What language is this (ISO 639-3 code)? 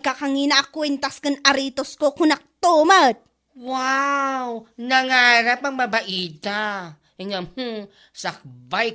ilo